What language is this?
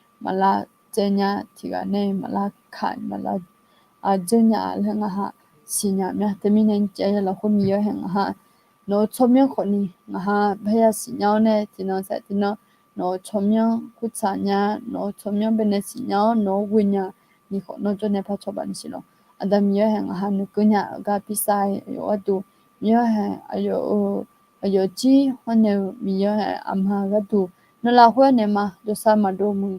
Akha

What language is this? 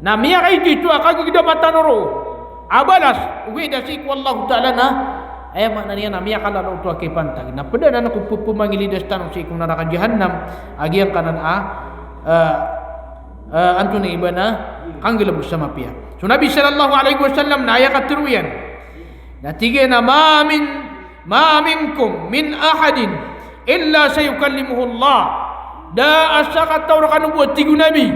Maranao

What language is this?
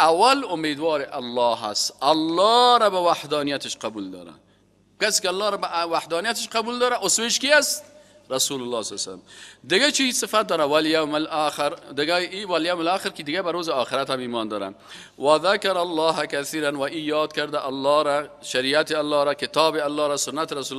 Persian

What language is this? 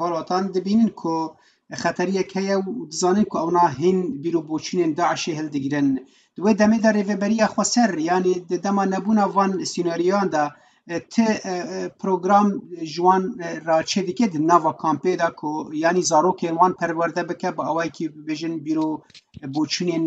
Kurdish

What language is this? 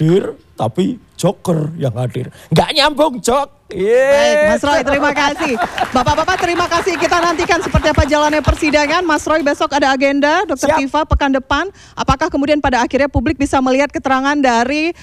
Indonesian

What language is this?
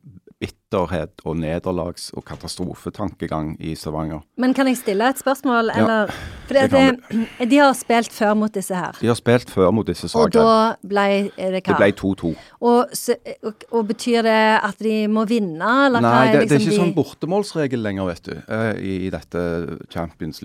Norwegian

